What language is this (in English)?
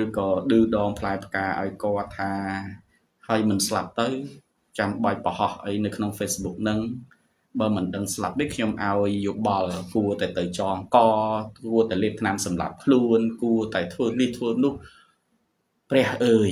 Khmer